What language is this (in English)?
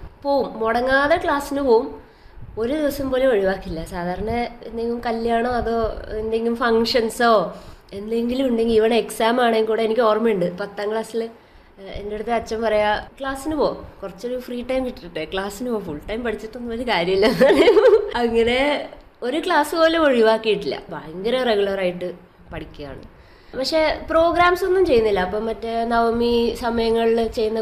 Malayalam